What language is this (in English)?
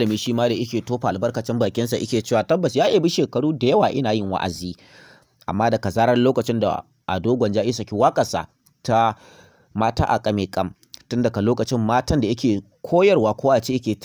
Hausa